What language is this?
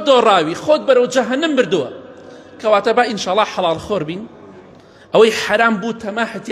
Central Kurdish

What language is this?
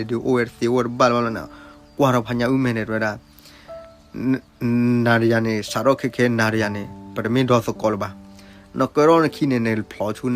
S'gaw Karen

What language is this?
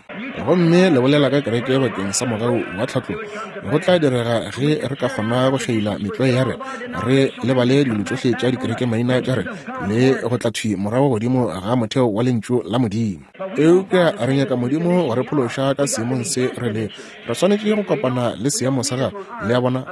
Northern Sotho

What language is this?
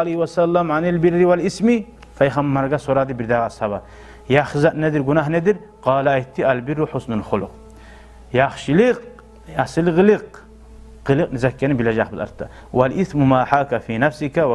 Kumyk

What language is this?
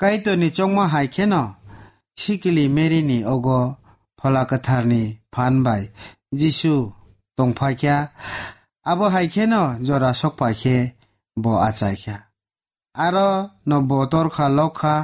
Kok Borok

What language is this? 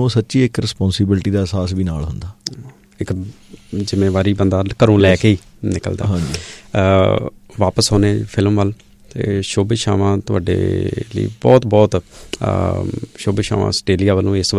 Punjabi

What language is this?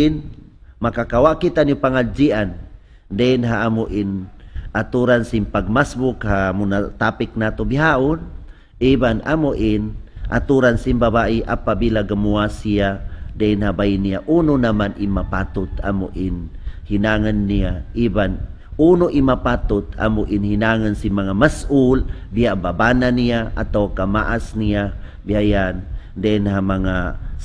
Tausug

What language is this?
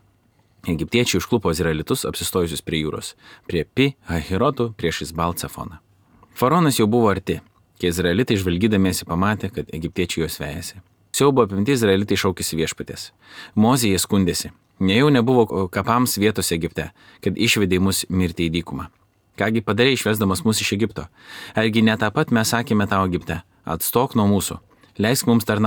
Lithuanian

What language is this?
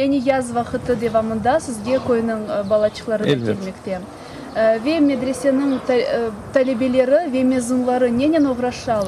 Crimean Tatar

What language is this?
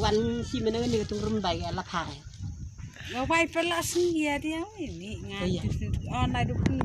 Khasi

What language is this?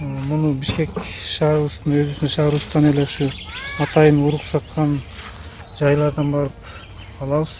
Kyrgyz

